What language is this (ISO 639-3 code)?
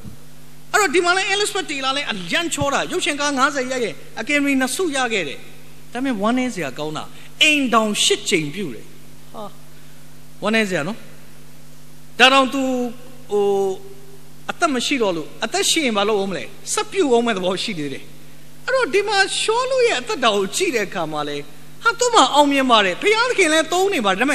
mya